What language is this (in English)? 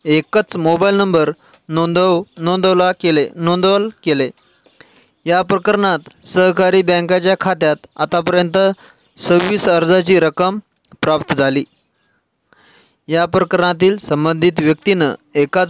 Marathi